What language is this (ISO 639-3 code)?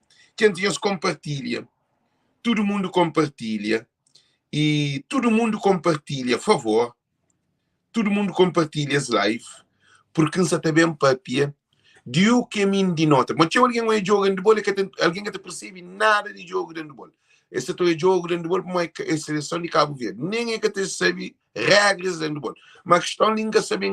kea